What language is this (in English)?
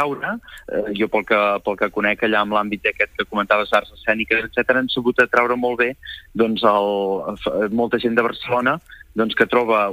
Catalan